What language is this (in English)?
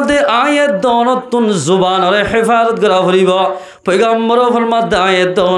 Rohingya